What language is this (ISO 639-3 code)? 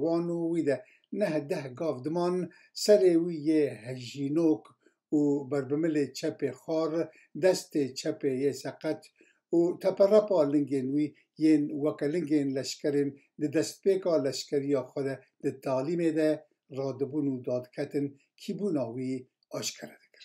kur